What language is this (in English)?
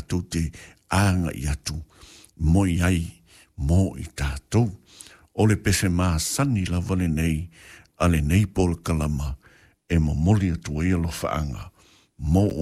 Samoan